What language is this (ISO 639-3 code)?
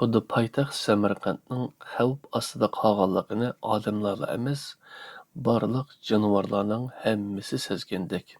uig